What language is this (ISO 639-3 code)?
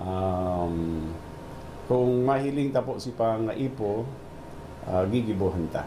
bik